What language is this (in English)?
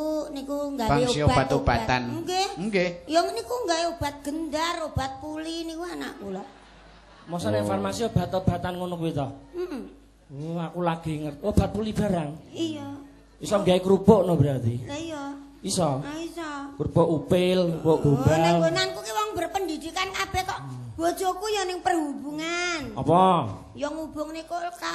Javanese